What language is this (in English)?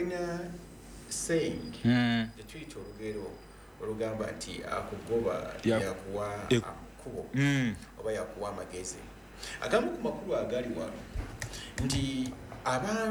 Ganda